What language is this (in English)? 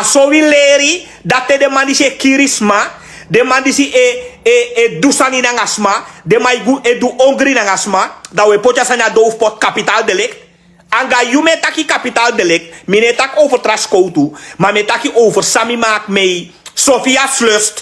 Sranan Tongo